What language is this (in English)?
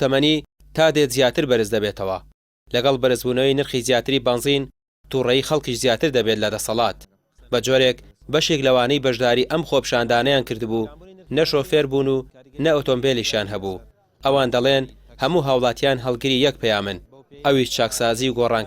Central Kurdish